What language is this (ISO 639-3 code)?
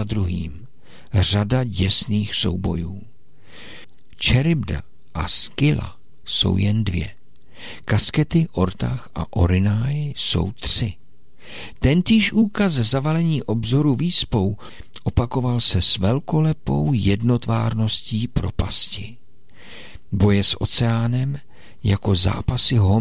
ces